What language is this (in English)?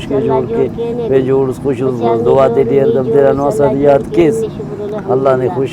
Brahui